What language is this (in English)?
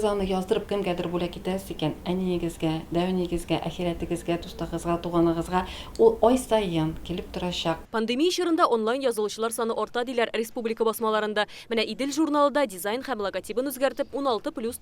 Tatar